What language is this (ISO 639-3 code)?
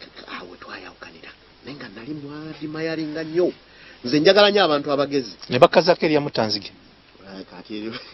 lug